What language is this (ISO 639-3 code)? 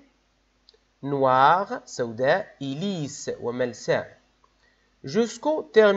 ara